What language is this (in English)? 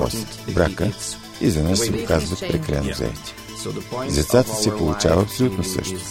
Bulgarian